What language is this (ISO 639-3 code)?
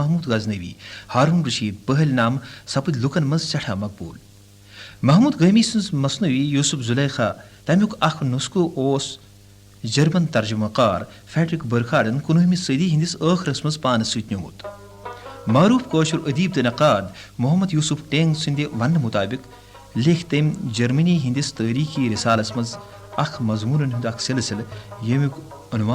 kas